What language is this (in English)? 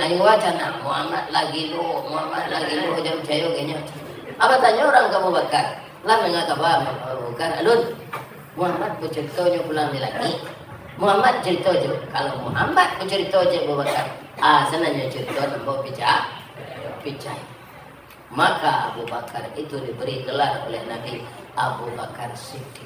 Minangkabau